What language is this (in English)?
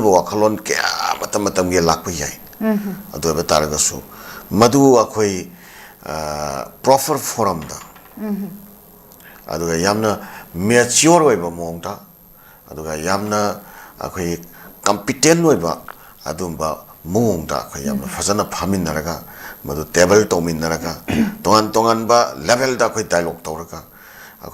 Manipuri